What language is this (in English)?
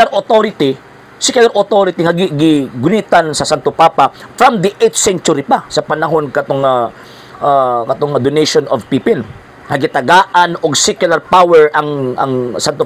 Cebuano